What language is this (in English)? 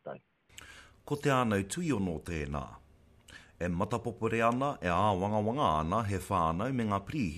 Māori